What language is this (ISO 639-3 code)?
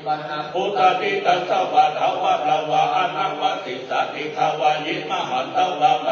pli